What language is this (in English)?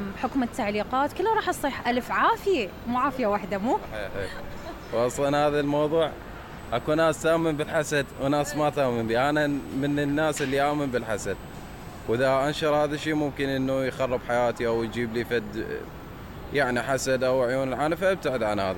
Mesopotamian Arabic